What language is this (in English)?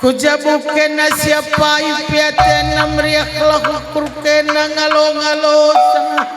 Batak Karo